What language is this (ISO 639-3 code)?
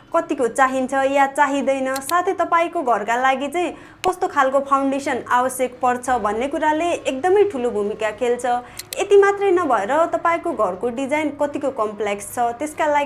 nep